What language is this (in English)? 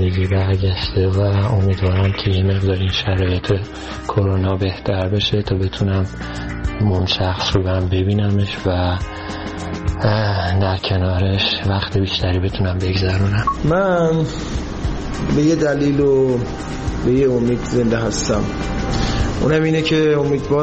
Persian